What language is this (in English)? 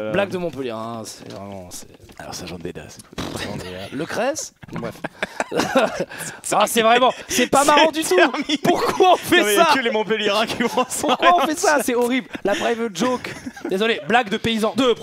French